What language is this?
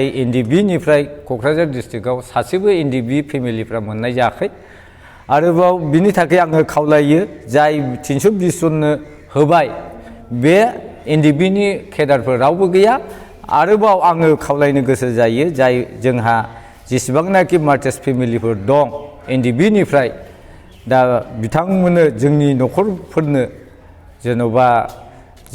Bodo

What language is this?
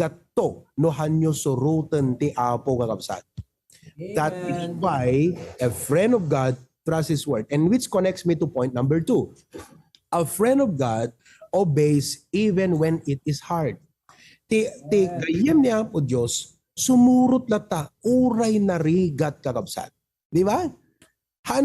Iloko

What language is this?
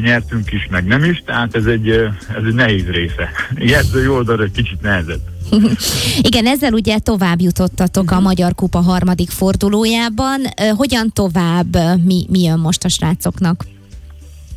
Hungarian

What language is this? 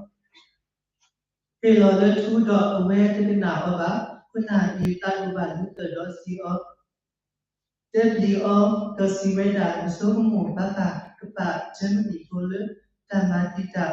S'gaw Karen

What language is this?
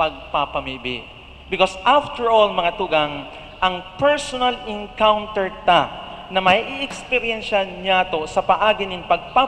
Bikol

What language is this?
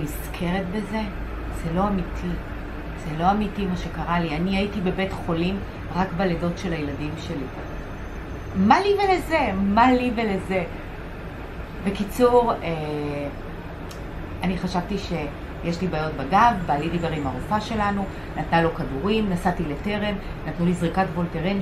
Hebrew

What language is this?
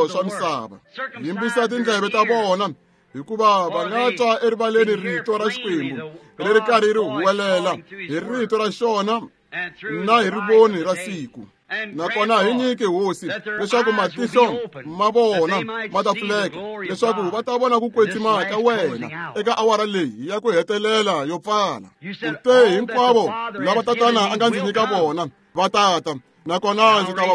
Tsonga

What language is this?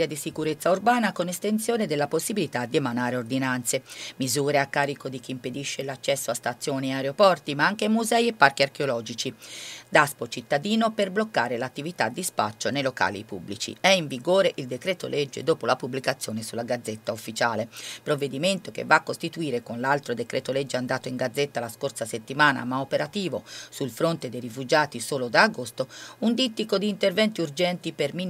Italian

